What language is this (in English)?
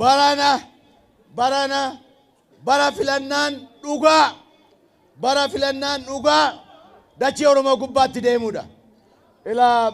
Oromo